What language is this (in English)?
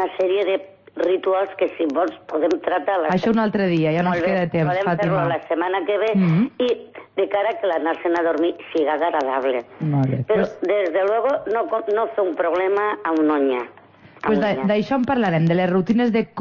Catalan